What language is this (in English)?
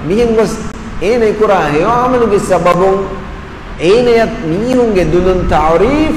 Divehi